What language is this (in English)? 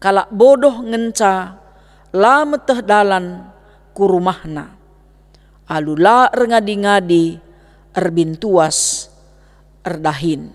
Batak Karo